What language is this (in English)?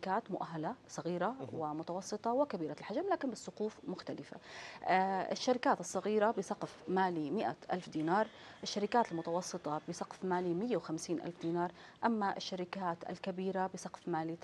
Arabic